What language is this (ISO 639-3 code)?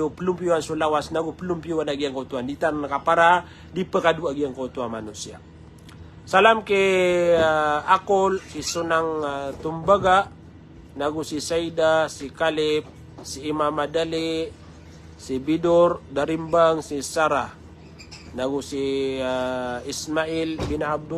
mrw